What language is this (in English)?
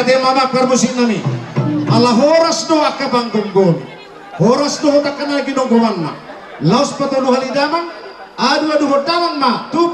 Batak Toba